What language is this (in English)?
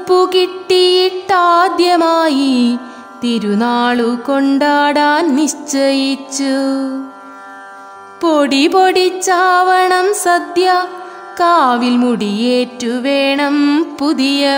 Malayalam